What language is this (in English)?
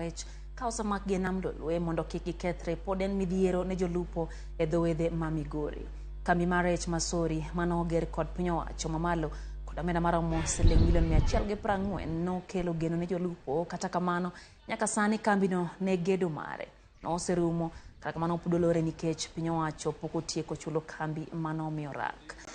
Luo (Kenya and Tanzania)